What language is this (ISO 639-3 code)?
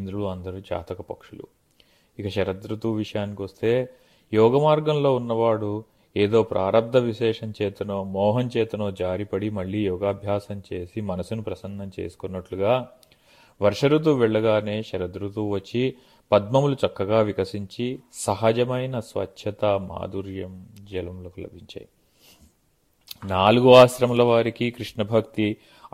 tel